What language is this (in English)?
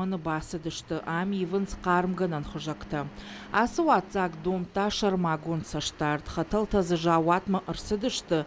Ossetic